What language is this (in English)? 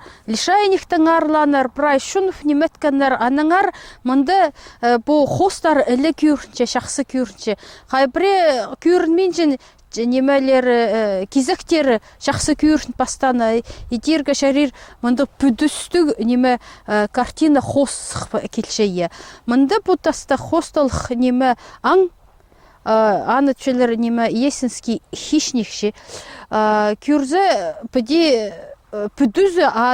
Khakas